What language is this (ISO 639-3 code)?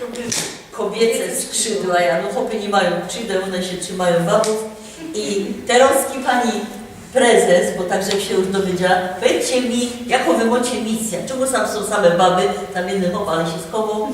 szl